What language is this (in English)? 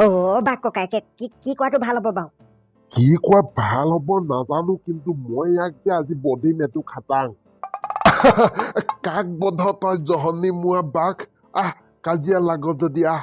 Assamese